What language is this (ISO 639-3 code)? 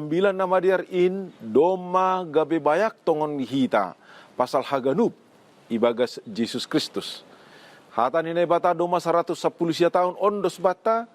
bts